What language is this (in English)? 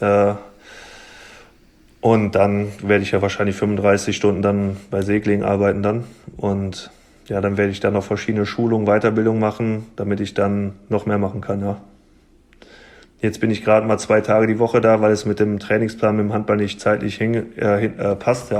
German